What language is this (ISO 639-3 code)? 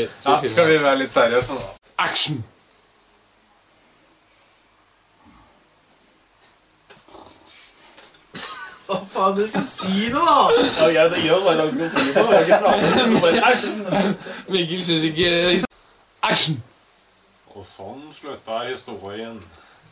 nor